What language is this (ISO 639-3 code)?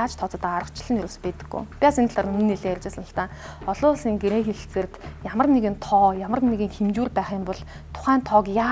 mon